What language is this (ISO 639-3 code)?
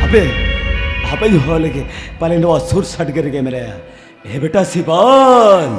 sat